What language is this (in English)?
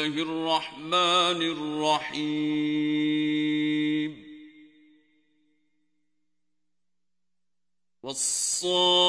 Urdu